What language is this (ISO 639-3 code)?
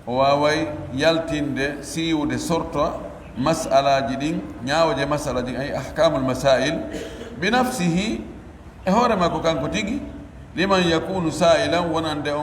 fuf